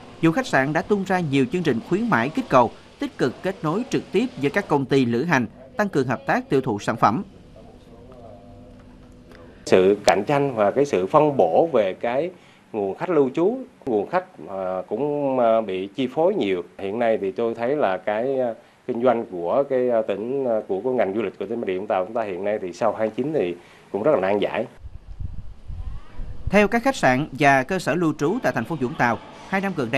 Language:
Vietnamese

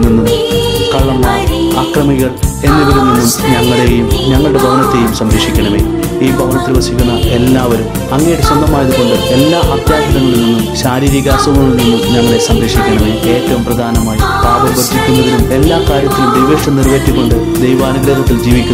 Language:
Malayalam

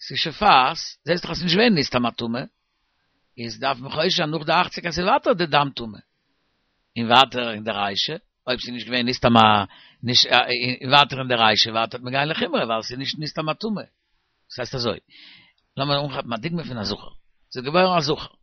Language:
Yiddish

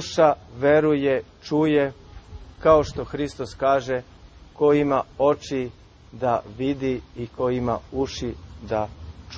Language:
Serbian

